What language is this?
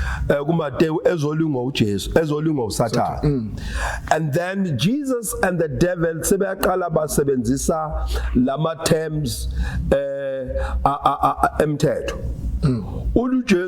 Zulu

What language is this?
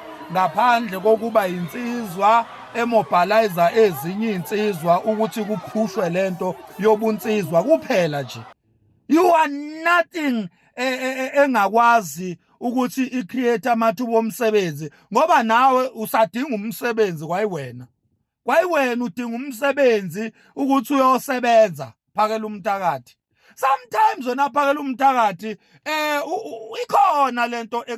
Zulu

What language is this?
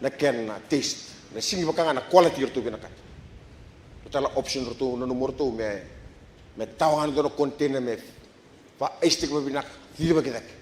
Fijian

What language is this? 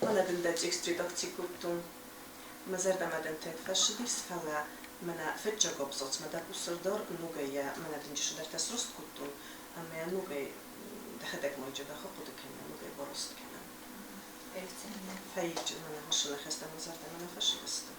Ossetic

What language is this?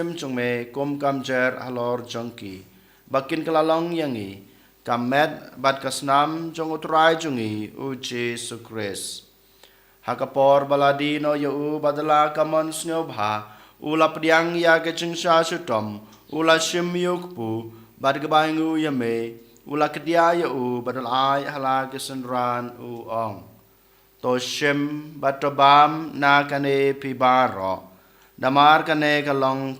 Khasi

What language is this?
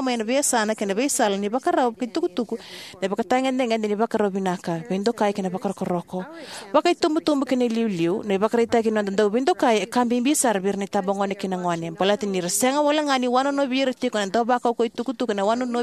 Fijian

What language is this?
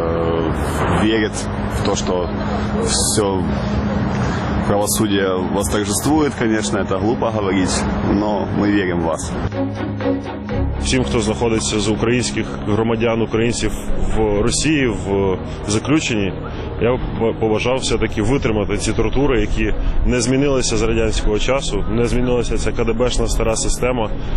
Ukrainian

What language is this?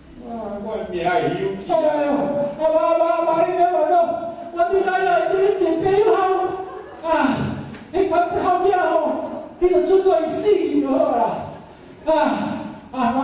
Min Nan Chinese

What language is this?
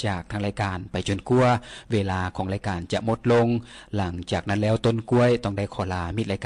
Lao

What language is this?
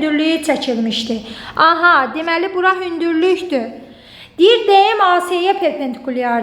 Azerbaijani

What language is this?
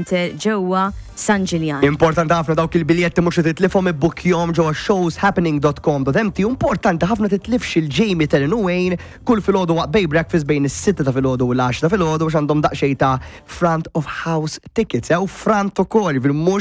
Maltese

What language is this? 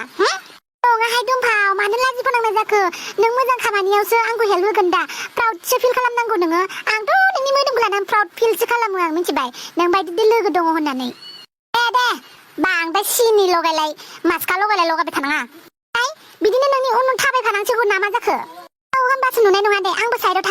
Bodo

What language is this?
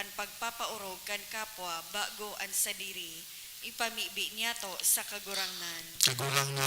Bikol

